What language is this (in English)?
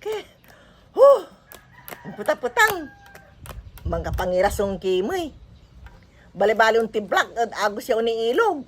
Pangasinan